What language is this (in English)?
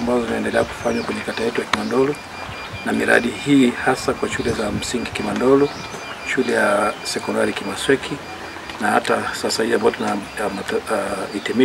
Swahili